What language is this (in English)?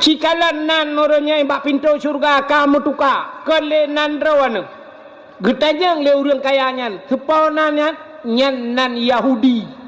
Achinese